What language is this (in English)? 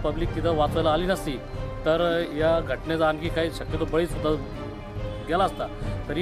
Marathi